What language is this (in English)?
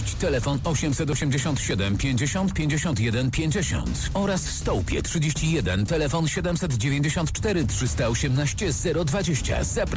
Polish